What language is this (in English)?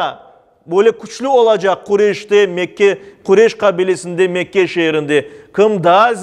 Crimean Tatar